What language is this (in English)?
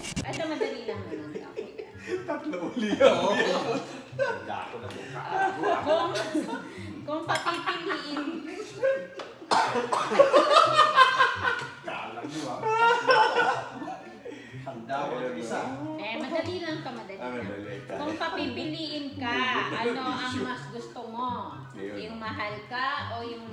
Filipino